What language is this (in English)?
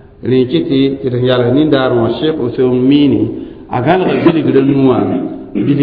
Mossi